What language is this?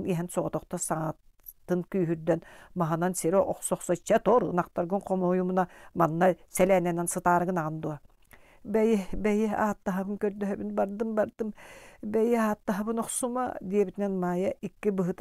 Yakut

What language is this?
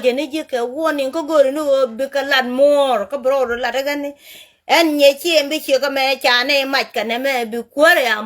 Nuer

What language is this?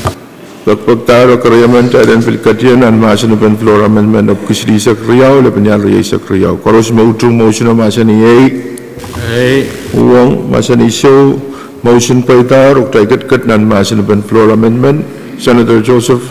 Pohnpeian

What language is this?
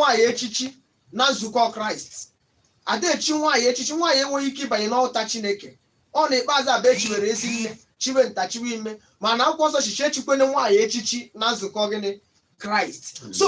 Igbo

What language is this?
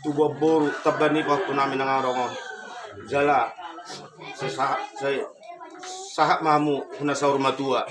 Batak Toba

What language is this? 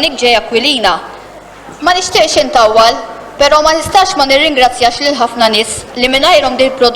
Maltese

